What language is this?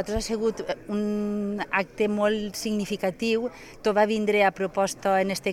Catalan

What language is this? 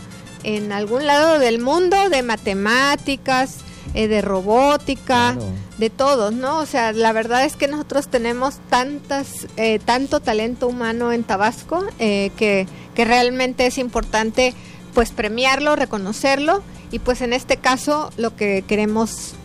Spanish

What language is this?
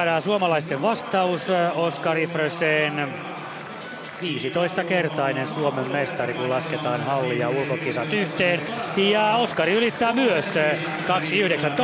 Finnish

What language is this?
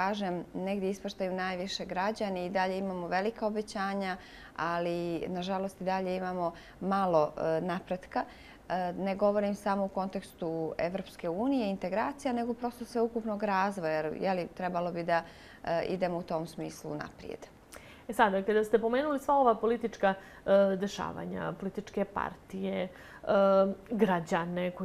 Bosnian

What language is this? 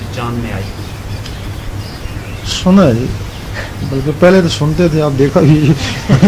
Urdu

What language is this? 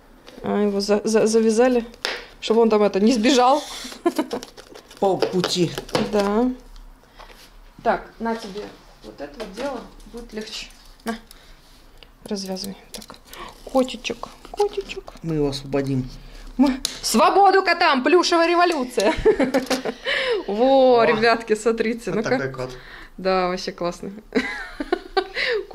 Russian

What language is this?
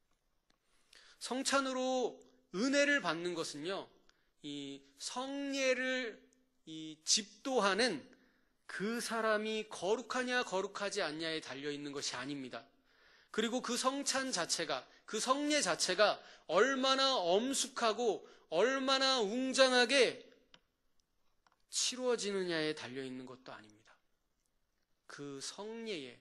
Korean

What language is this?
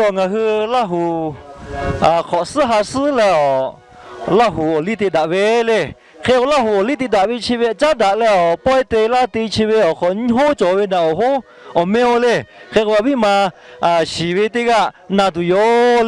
Lahu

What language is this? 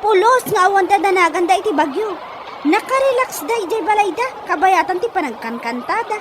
Iloko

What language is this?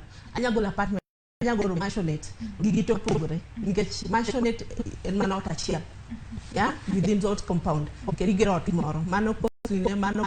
Luo (Kenya and Tanzania)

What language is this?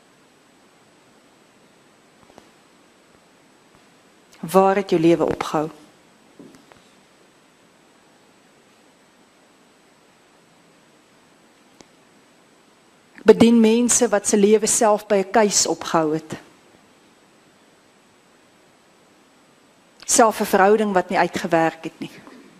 Afrikaans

